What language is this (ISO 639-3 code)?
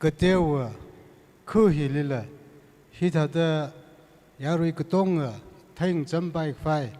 nmf